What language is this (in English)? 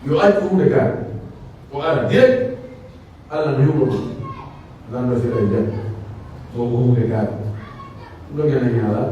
Pular